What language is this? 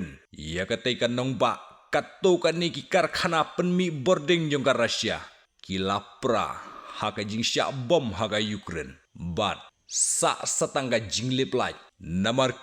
Khasi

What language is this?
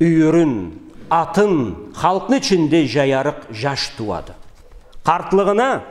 Karachay-Balkar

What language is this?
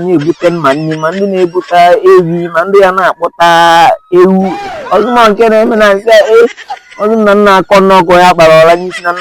Igbo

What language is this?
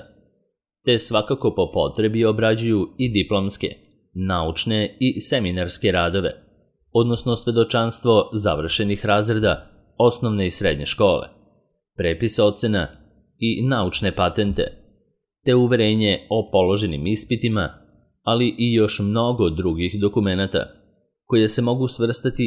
Serbian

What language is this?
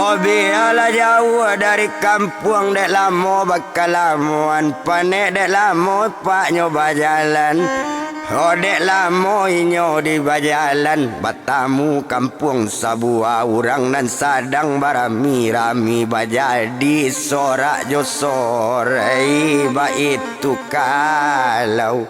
Minangkabau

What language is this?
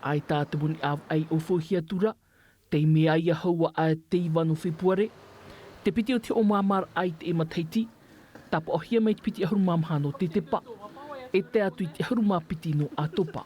Tahitian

